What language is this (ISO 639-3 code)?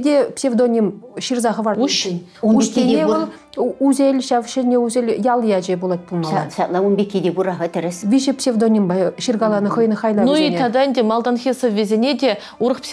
chv